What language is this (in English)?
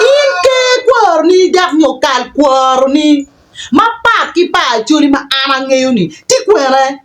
Acoli